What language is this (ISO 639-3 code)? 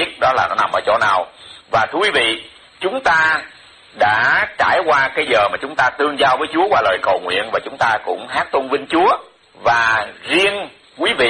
vie